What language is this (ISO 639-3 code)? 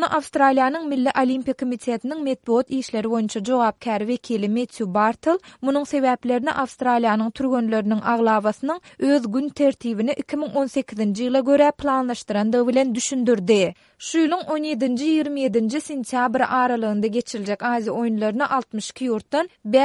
tuk